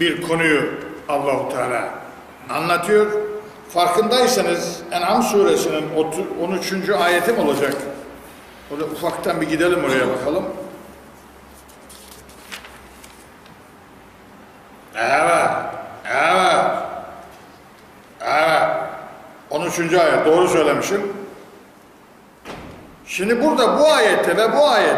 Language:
Turkish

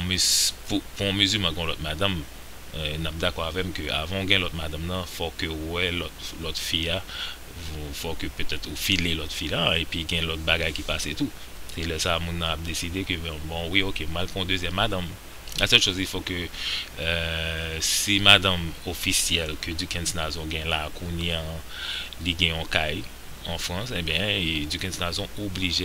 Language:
Haitian Creole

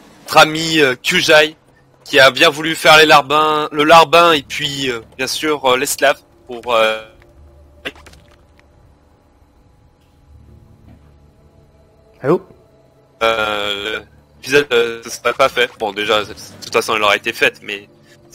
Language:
French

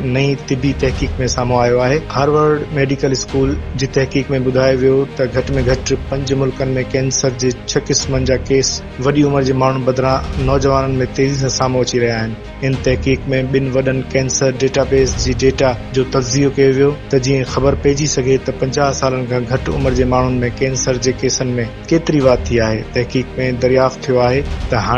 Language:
Sindhi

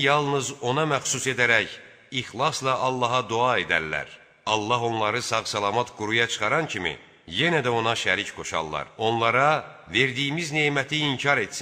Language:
Azerbaijani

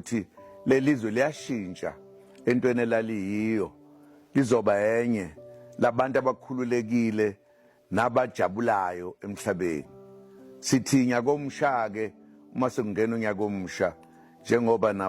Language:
Zulu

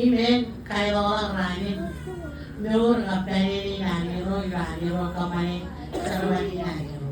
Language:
Marshallese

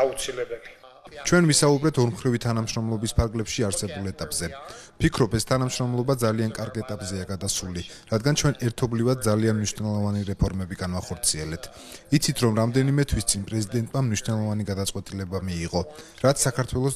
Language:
Georgian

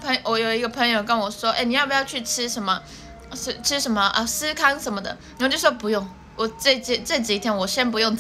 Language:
Chinese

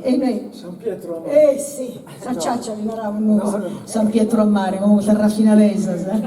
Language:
Sardinian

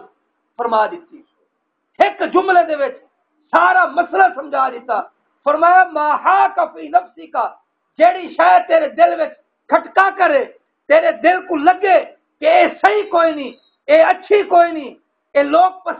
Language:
Saraiki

